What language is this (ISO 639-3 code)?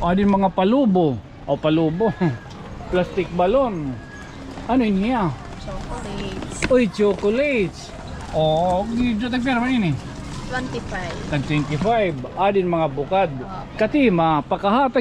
war